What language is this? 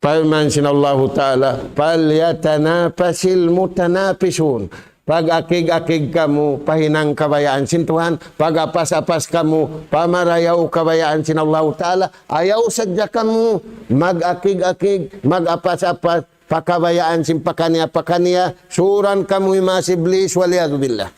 Tausug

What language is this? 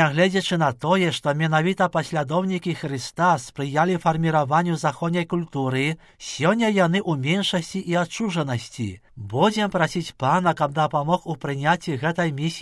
Belarusian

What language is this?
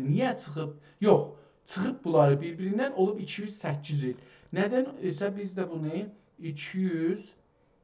South Azerbaijani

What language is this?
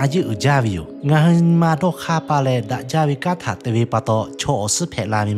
Lahu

